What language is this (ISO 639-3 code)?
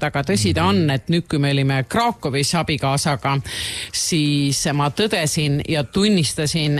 est